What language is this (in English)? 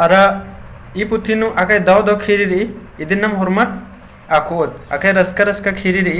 Kurukh